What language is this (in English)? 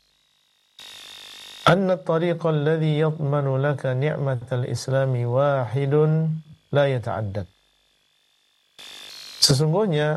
Indonesian